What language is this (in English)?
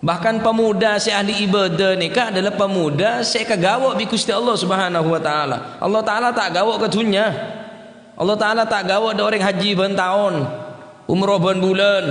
Madurese